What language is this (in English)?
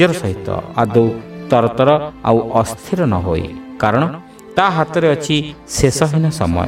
Odia